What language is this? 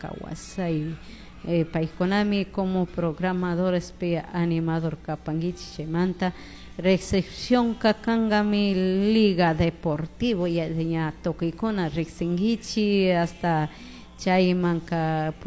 Chimborazo Highland Quichua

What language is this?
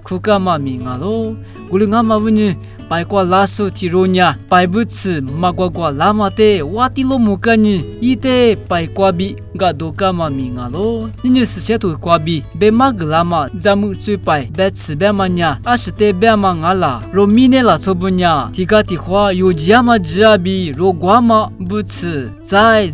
Lisu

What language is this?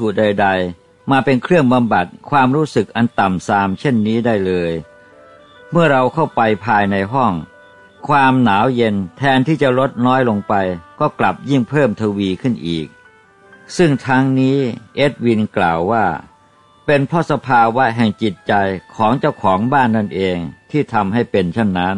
Thai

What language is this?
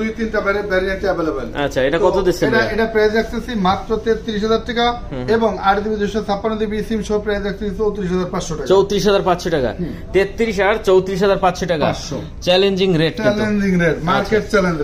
Bangla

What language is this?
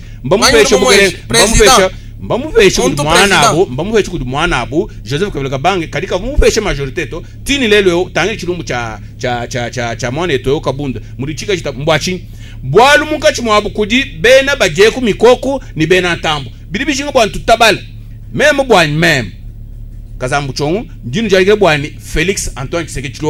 Luba-Lulua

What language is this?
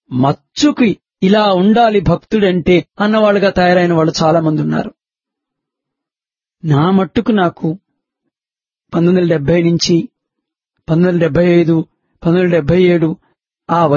Telugu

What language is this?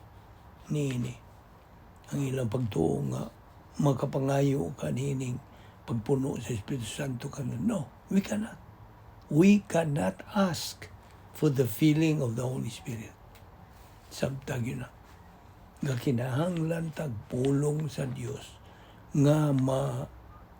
Cebuano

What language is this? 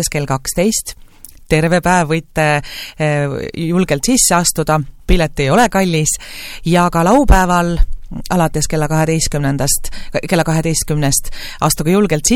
Estonian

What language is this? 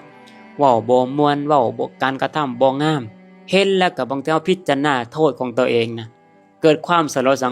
Lao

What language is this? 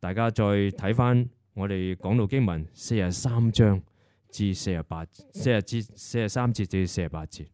Cantonese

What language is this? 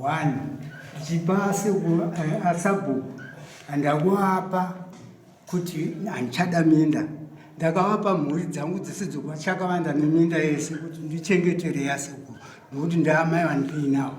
Shona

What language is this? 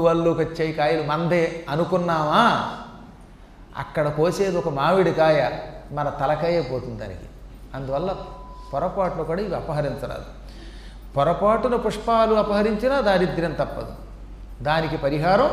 Telugu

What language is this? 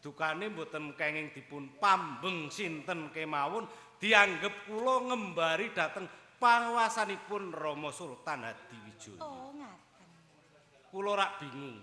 Javanese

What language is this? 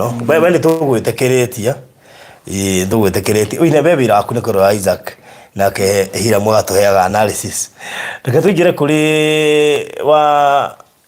Kikuyu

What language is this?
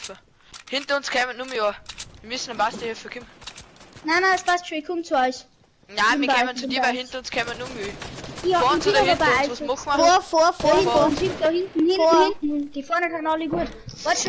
Bavarian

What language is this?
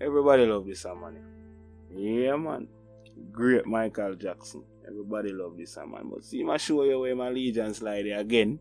Jamaican Creole English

